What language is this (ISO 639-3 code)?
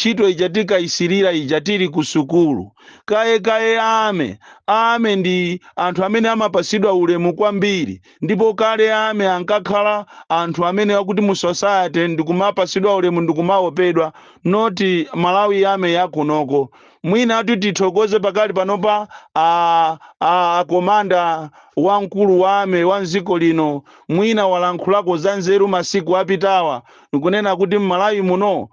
nya